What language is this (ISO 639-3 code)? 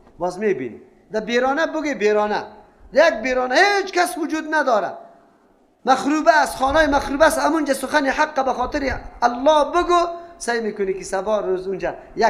fas